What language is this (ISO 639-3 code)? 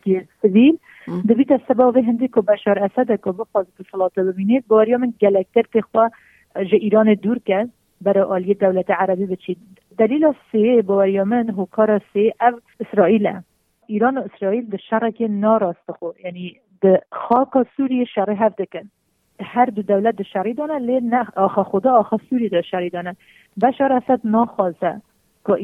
kur